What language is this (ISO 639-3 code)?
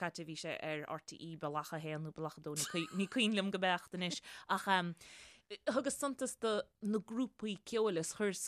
gle